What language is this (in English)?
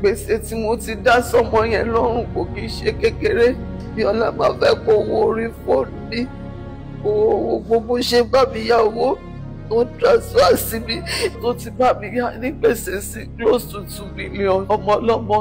Yoruba